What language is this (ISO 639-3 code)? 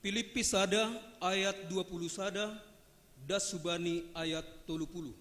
bts